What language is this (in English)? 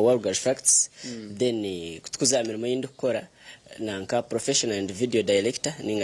Nyankole